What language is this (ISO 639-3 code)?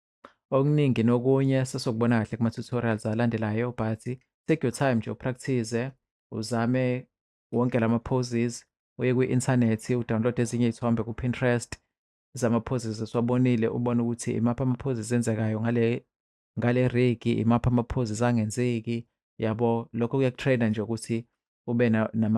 zul